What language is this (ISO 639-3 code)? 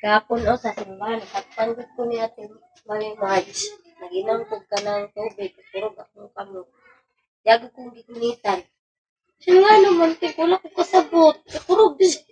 ceb